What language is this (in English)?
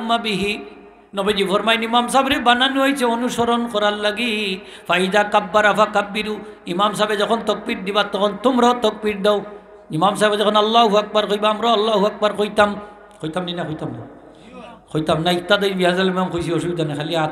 Sylheti